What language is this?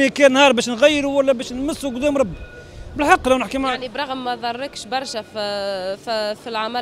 Tunisian Arabic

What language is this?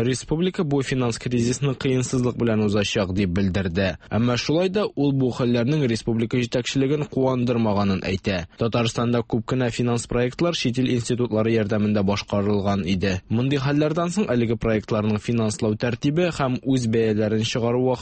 Tatar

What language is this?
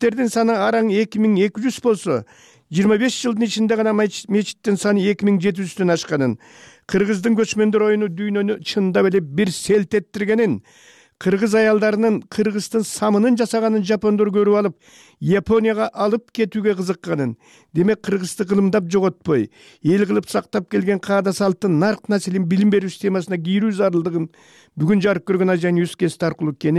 Kyrgyz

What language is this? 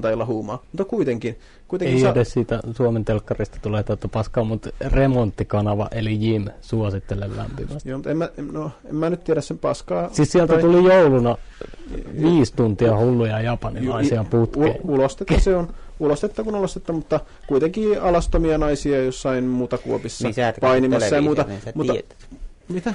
Finnish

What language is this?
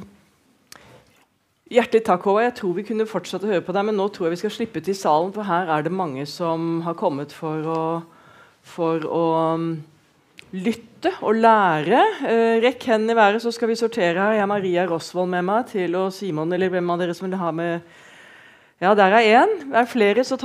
Norwegian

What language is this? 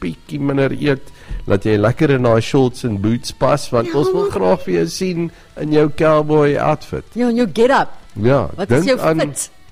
Afrikaans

